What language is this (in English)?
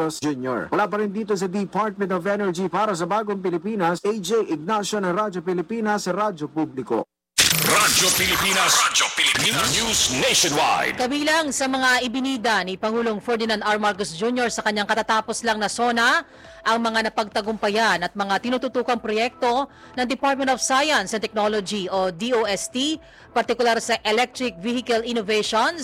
Filipino